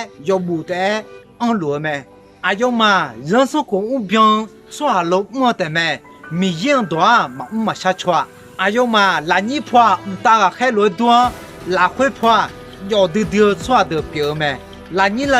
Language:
Akha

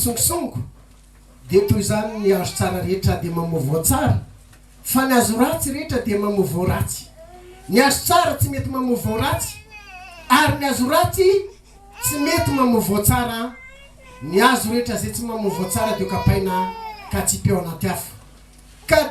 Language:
Malagasy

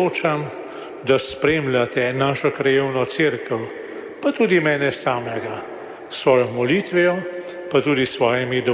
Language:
Slovenian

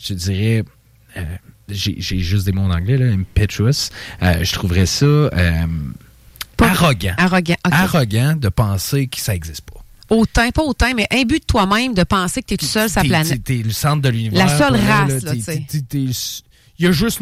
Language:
French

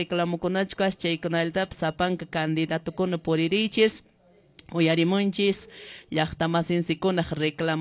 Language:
Quechua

